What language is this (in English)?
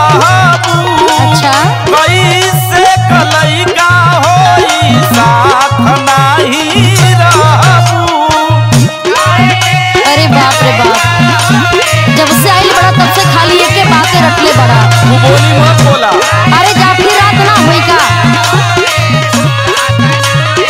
Bhojpuri